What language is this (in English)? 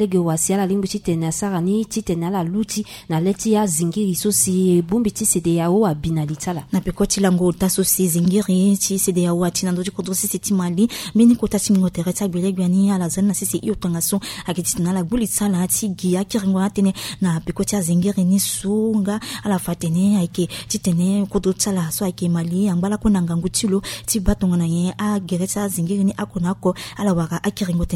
Sango